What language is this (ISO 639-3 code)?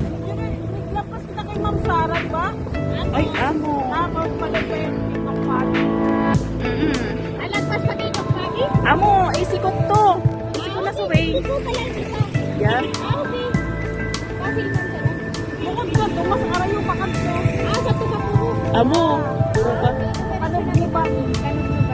bto